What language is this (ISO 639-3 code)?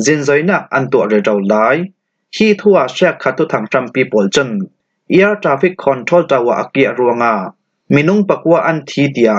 cfm